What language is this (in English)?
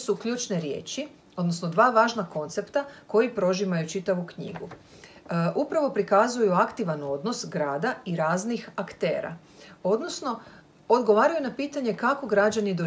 Croatian